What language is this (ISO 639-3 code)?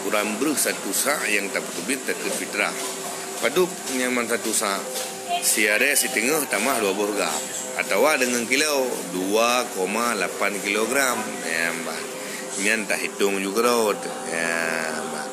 ace